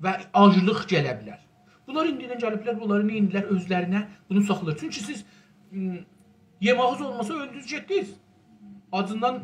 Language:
South Azerbaijani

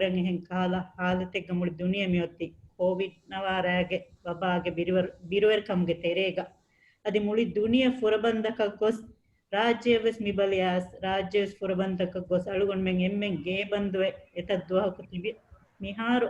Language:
Divehi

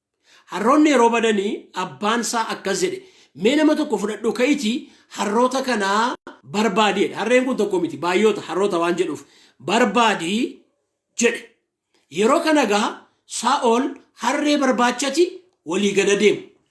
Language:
Oromo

